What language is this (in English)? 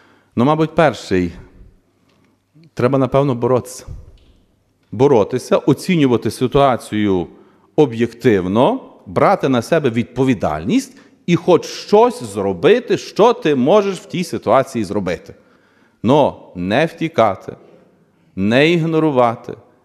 Ukrainian